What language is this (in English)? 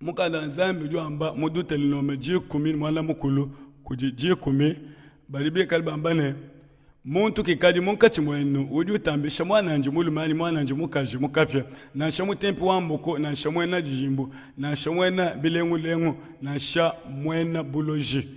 Luba-Lulua